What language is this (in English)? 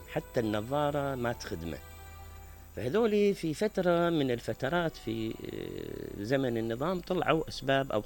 Mesopotamian Arabic